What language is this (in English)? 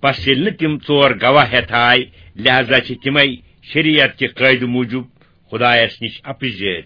Kashmiri